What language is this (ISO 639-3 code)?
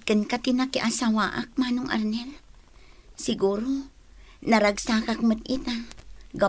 ilo